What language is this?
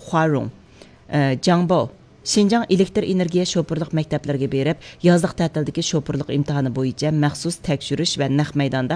Uyghur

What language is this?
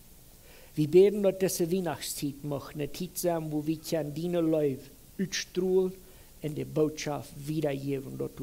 Plautdietsch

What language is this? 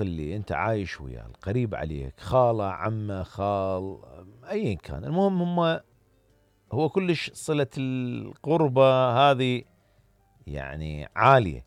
Mesopotamian Arabic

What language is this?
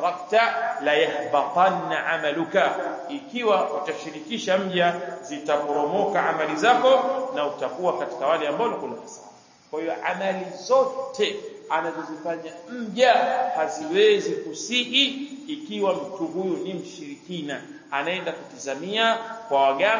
Swahili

